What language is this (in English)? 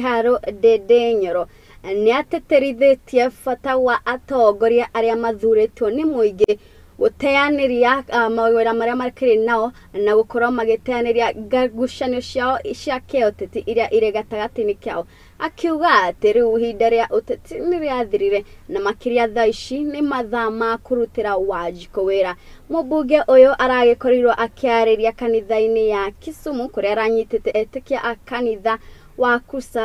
Kikuyu